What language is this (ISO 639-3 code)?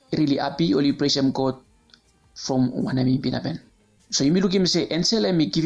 bis